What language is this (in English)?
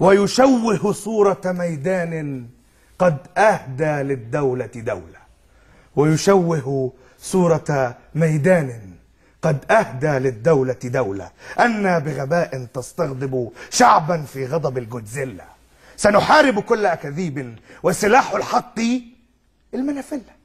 Egyptian Arabic